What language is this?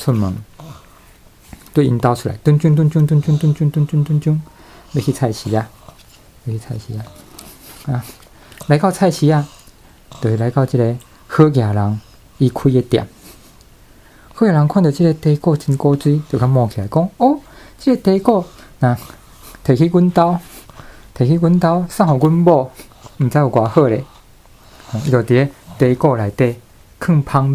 Min Nan Chinese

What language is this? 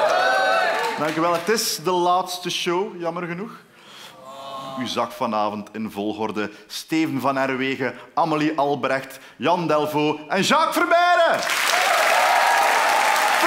Dutch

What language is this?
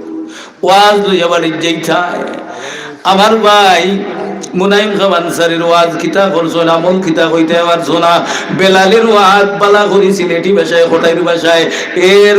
Sylheti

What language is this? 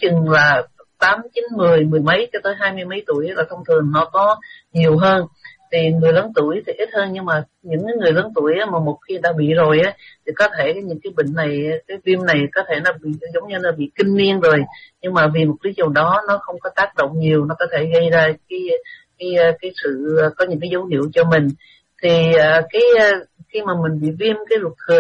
Vietnamese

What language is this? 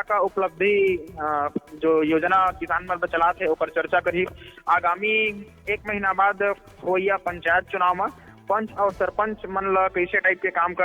Chhattisgarhi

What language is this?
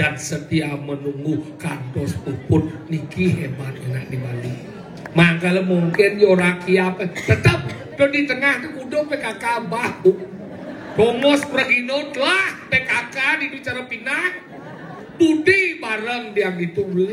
Balinese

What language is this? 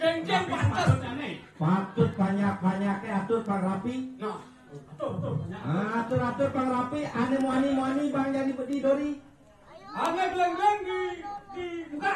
Balinese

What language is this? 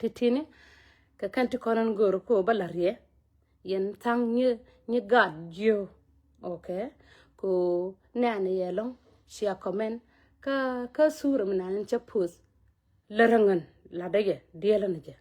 Nuer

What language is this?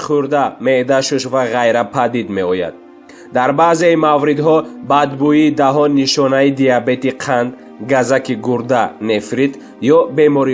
Tajik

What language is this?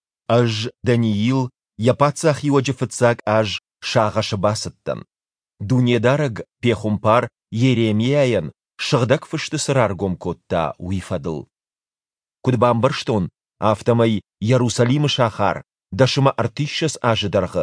Ossetic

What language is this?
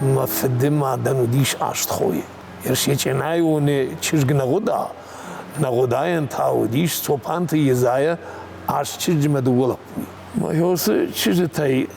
Ossetic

